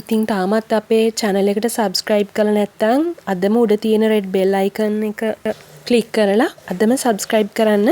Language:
Sinhala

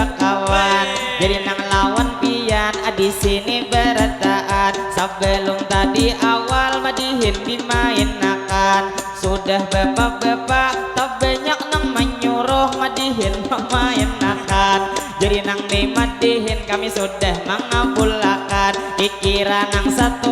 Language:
Banjar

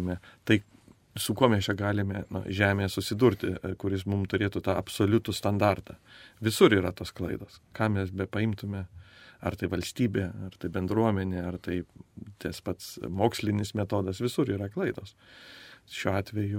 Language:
Lithuanian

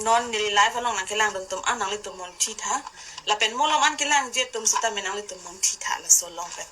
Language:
Karbi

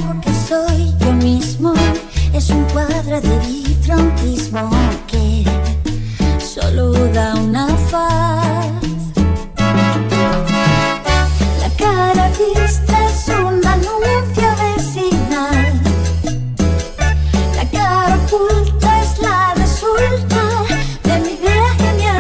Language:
Spanish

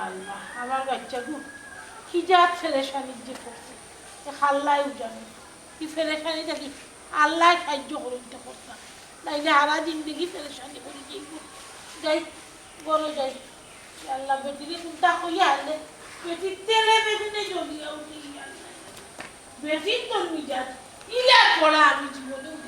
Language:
Sylheti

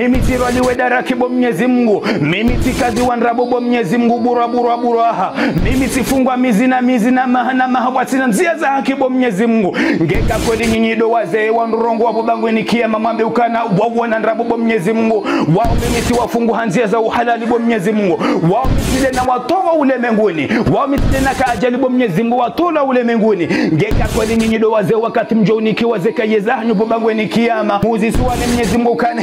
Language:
Ngazidja Comorian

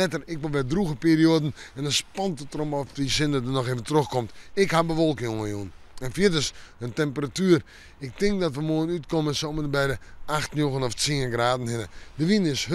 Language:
Western Frisian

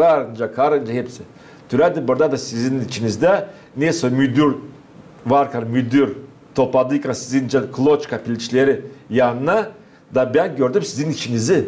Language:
Gagauz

